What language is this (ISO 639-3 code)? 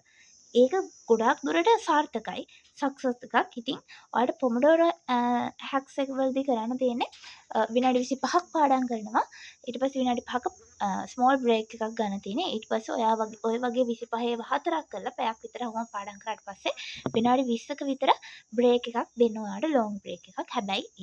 sin